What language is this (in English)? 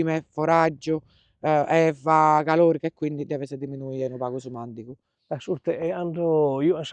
Sardinian